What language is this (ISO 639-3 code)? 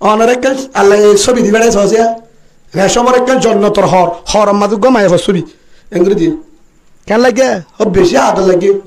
rhg